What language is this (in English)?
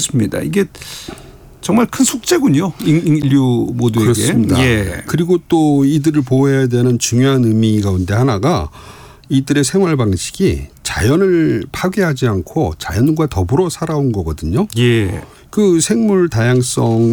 Korean